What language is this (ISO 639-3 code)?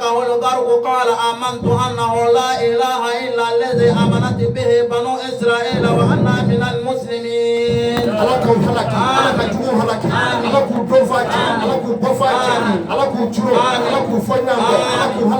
bam